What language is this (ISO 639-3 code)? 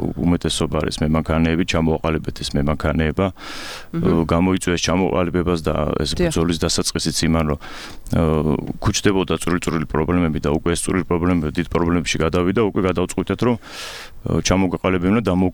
kat